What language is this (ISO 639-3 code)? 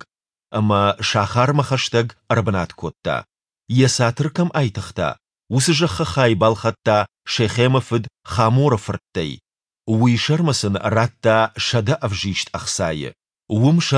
oss